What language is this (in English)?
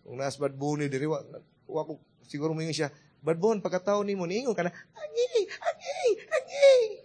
Cebuano